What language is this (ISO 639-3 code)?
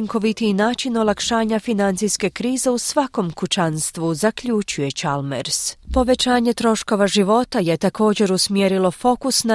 hrv